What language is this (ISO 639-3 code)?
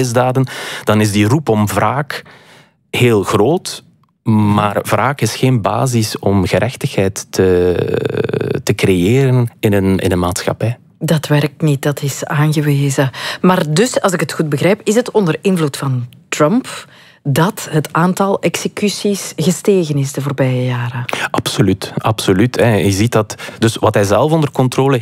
nld